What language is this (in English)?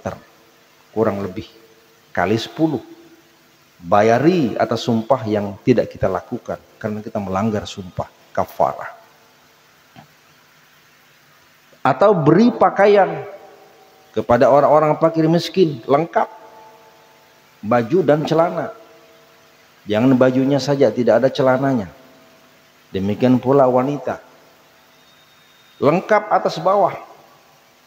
Indonesian